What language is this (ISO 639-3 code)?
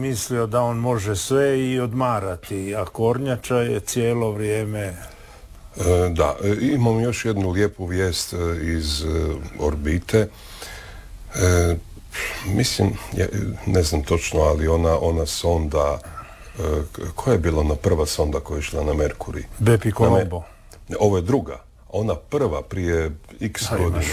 hrv